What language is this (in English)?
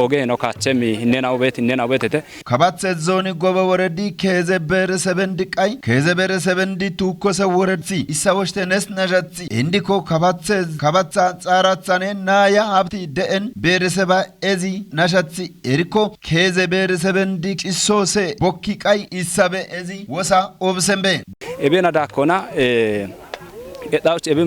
Kafa